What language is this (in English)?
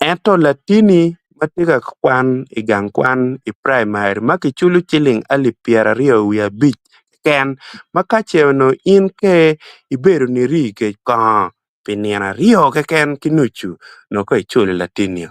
Acoli